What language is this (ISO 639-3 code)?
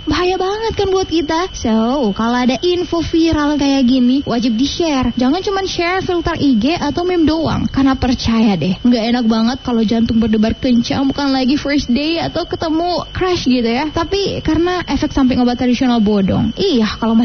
ind